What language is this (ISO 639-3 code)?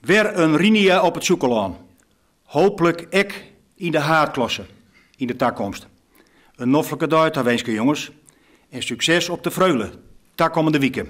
fry